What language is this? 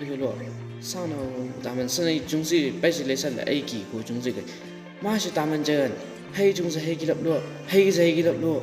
Chang Naga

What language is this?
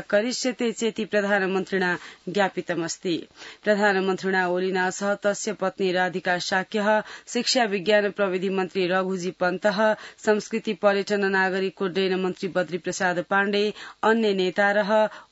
Sanskrit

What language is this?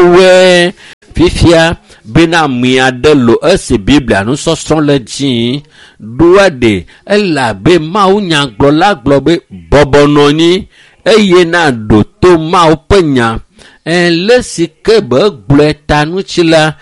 Ewe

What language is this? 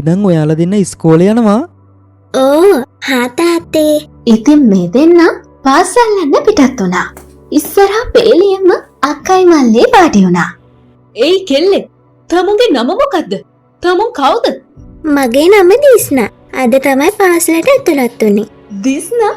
Sinhala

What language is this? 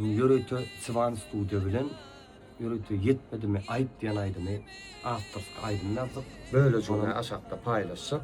Turkmen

